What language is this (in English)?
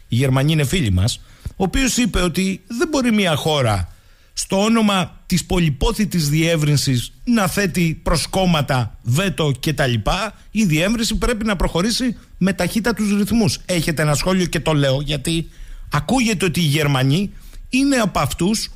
Greek